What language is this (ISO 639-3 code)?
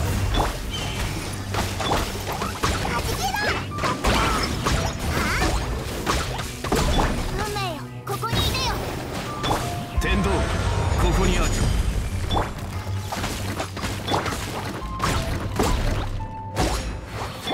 jpn